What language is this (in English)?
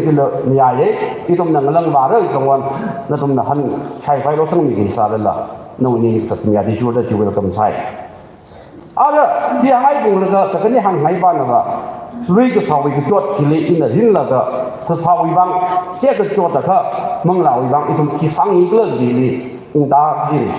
Tangkhul Naga (India)